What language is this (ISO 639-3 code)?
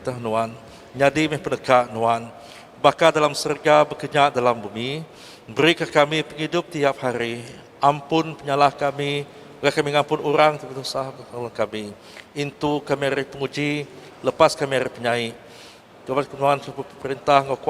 iba